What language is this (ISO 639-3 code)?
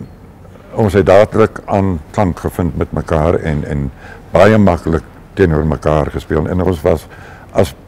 afr